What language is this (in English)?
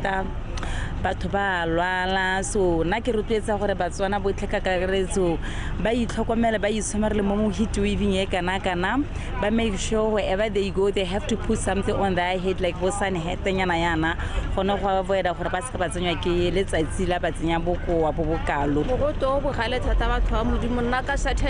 Tswana